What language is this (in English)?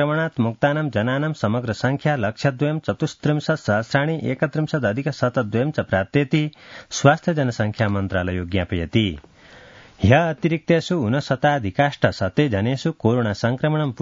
Sanskrit